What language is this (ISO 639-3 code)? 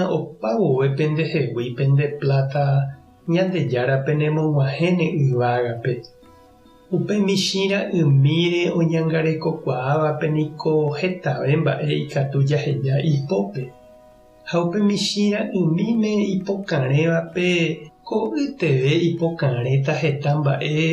grn